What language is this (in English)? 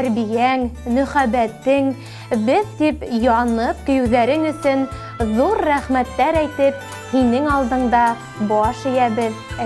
Bashkir